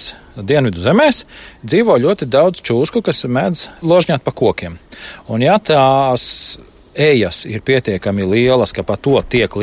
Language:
Latvian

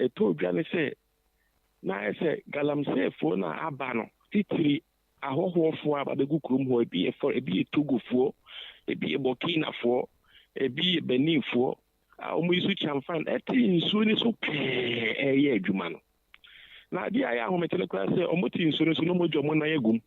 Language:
Akan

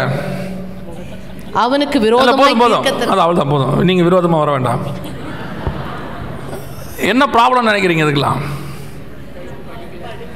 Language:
Tamil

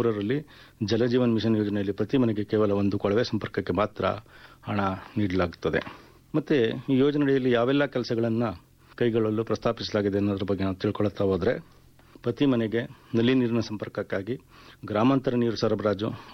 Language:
Kannada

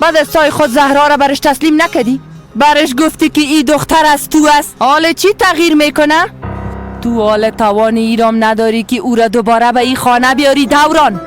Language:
Persian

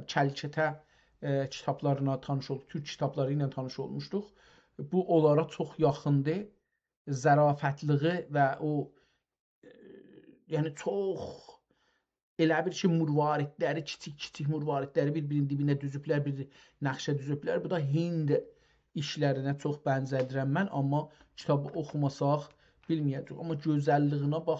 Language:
South Azerbaijani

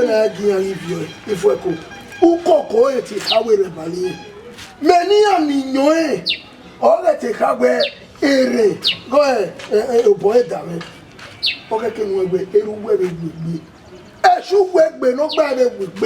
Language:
Bini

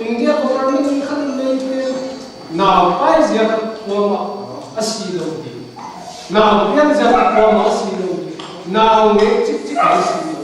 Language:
Paite Chin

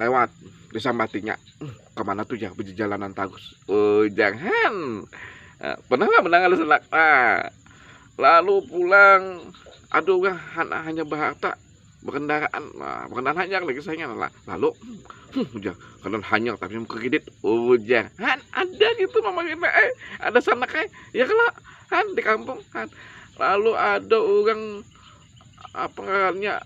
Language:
Banjar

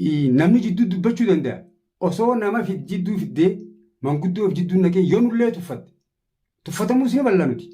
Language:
Oromo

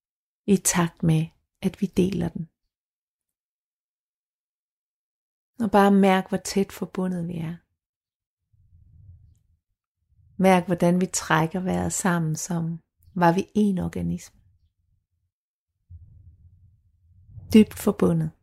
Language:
Danish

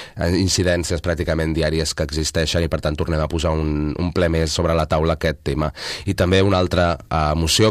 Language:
Catalan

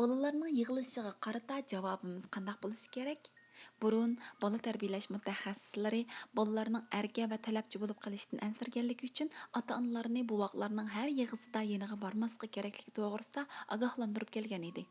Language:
Uyghur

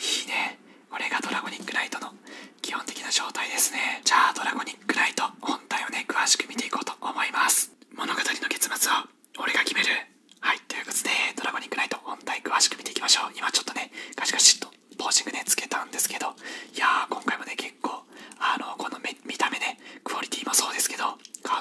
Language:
Japanese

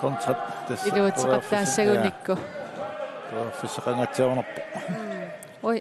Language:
Kalaallisut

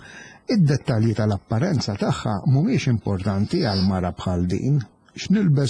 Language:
Maltese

